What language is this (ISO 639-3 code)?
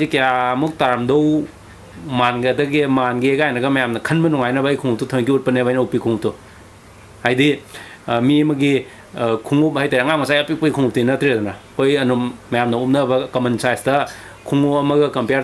mni